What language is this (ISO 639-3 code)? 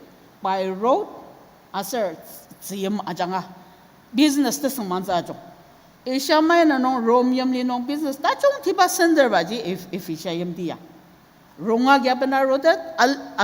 njo